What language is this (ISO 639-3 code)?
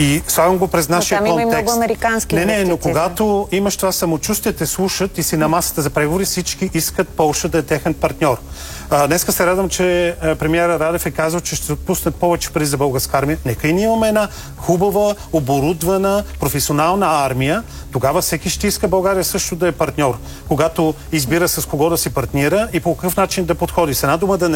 bul